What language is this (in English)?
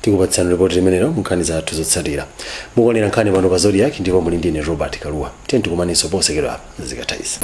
Nyanja